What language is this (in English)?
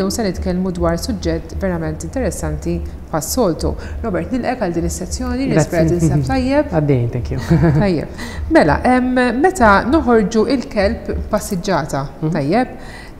Maltese